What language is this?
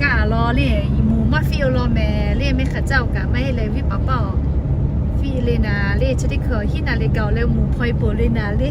Lahu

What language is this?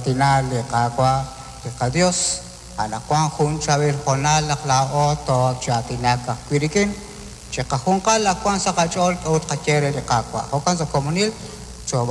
Kekchí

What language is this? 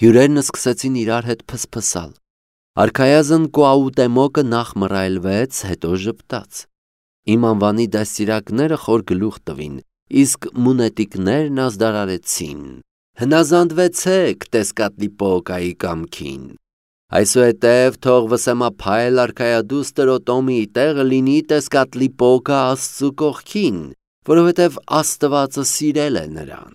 Armenian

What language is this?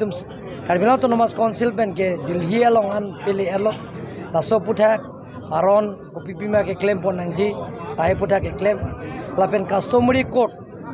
Karbi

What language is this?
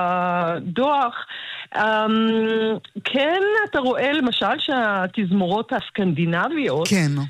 Hebrew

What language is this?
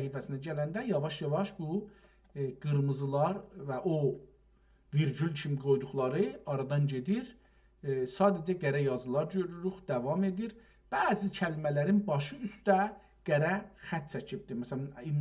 South Azerbaijani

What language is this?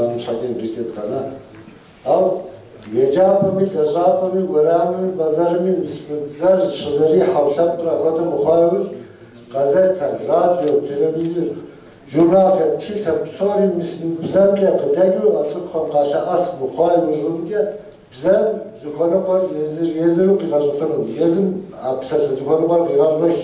Kabardian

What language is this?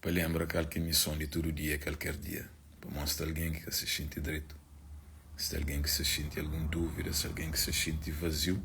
Kabuverdianu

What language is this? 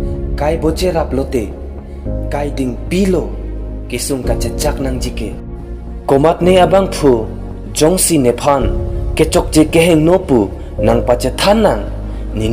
Karbi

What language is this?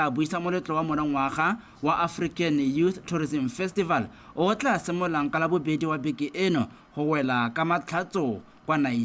Tswana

